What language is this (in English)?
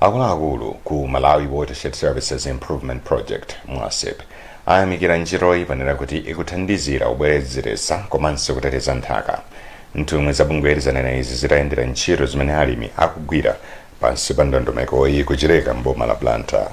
Nyanja